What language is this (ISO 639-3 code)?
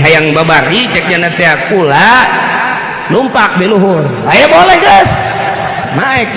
sun